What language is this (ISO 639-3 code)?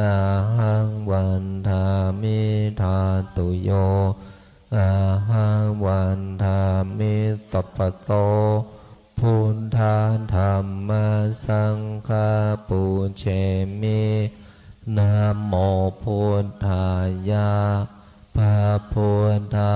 pli